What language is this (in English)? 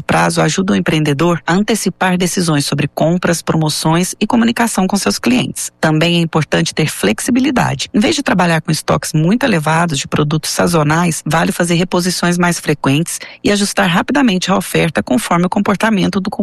Portuguese